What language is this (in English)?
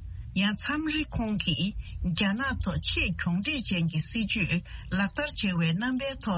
Tibetan